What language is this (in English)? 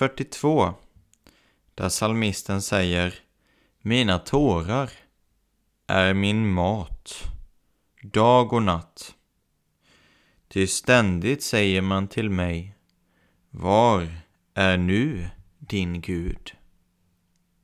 Swedish